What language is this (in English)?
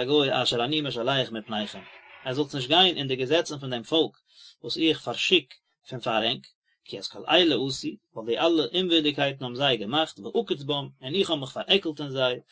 Yiddish